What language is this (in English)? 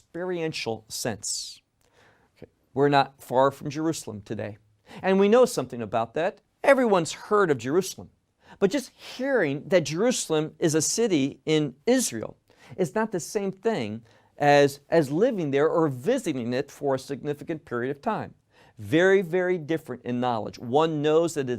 English